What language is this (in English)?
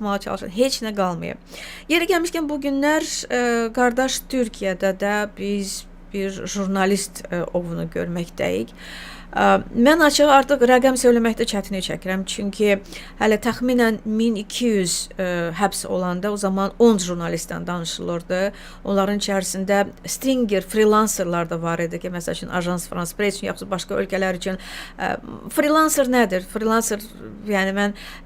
Azerbaijani